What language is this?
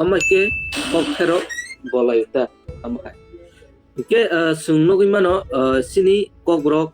Kok Borok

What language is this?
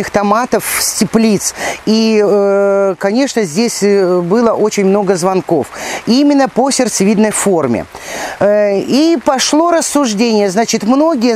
Russian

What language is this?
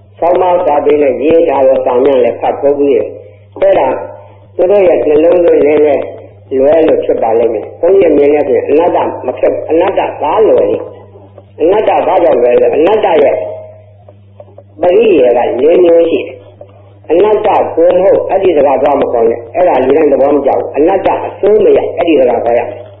Burmese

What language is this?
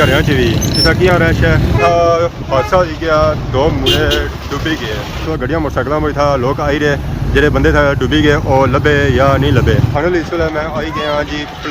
Pahari-Potwari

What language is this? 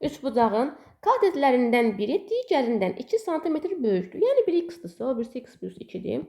Azerbaijani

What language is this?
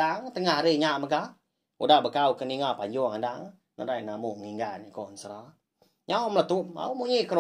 Iban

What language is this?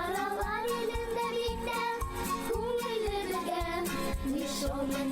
Bashkir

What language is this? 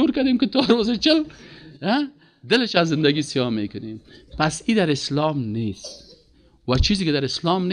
Persian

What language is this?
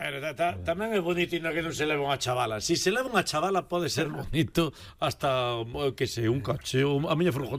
Galician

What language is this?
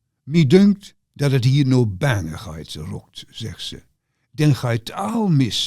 Gronings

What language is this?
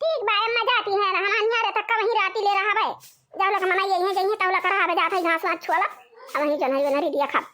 Awadhi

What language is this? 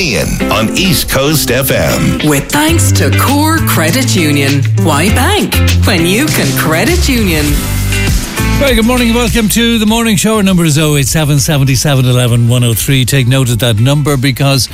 English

